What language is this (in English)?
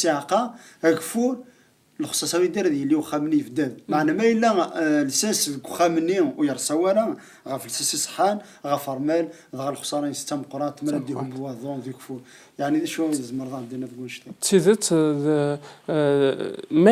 Kabyle